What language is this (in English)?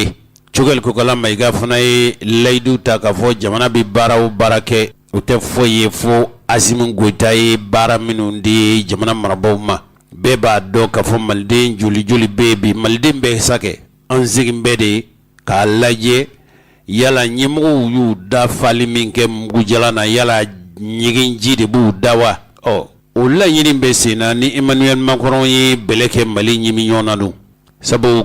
Bambara